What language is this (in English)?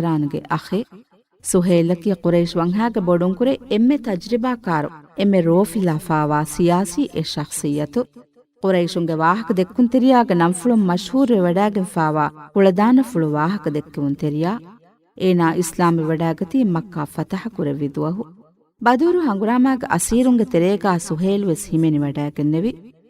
Divehi